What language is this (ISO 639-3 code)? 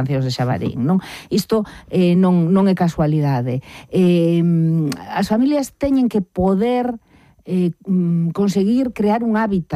glg